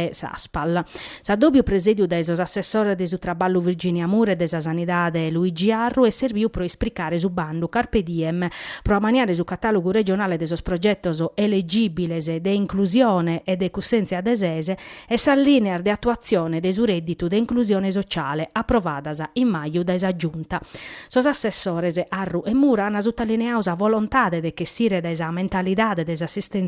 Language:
Sardinian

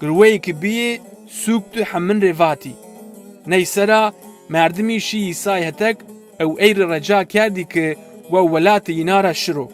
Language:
Zaza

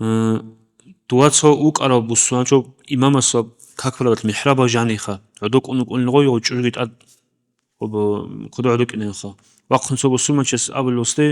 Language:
Avaric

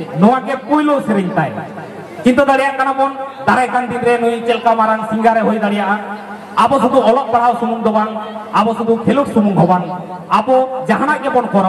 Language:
Santali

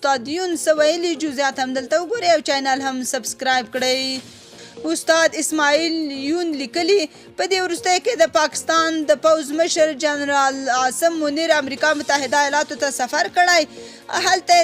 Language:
Pashto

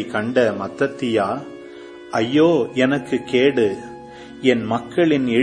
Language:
Tamil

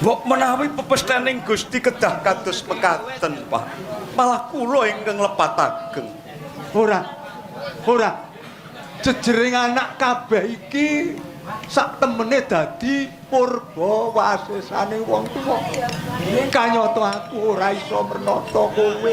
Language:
Javanese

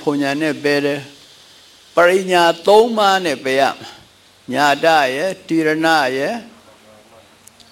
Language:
Burmese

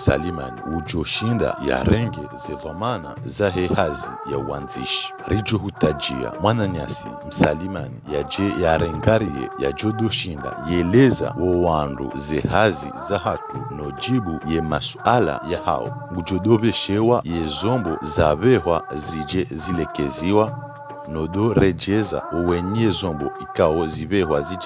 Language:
Ngazidja Comorian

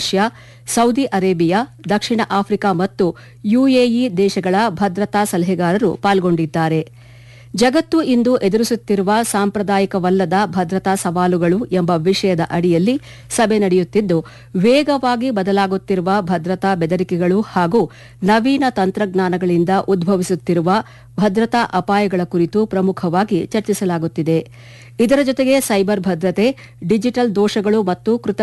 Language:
Kannada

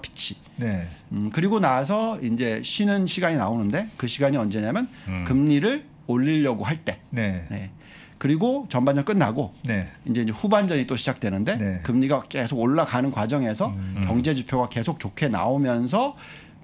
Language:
Korean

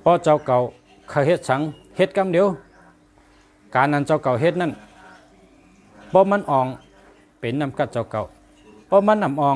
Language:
Shan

